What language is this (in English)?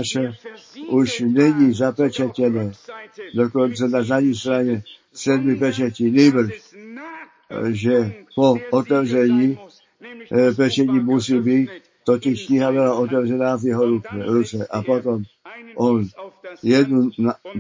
Czech